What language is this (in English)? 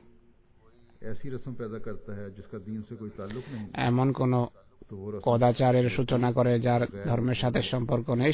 Bangla